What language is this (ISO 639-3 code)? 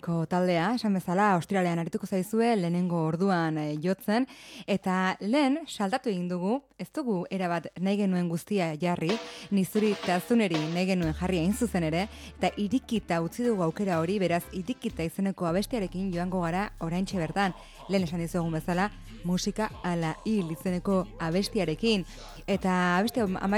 eus